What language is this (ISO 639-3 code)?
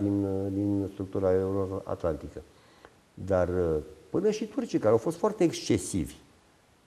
ron